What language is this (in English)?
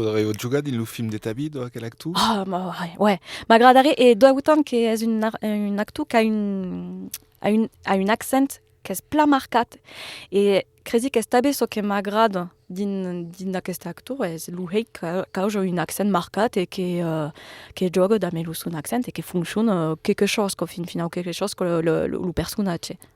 Occitan